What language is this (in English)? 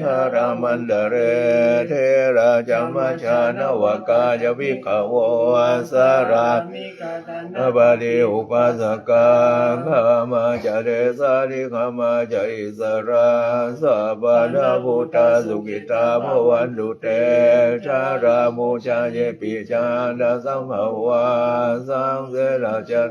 Pali